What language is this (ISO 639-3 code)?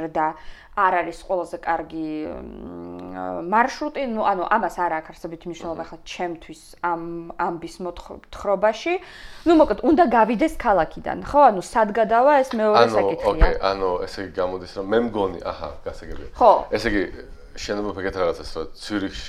kat